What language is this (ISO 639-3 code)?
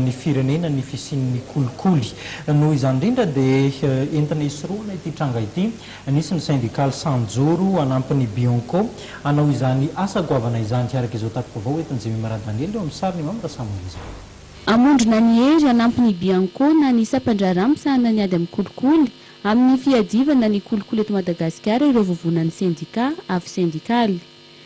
mlg